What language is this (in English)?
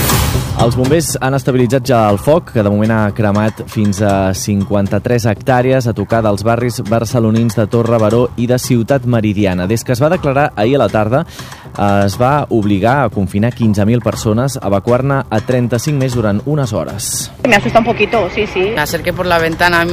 Catalan